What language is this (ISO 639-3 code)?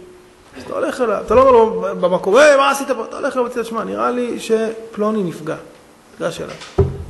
heb